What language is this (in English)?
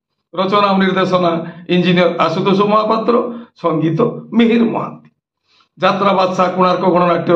Odia